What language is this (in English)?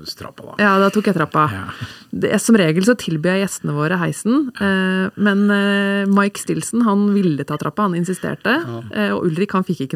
Norwegian